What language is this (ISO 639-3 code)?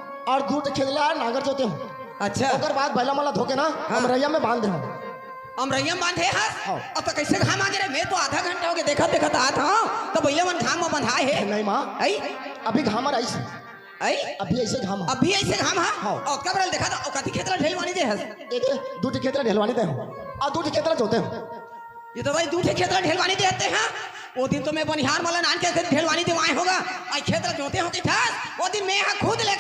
hne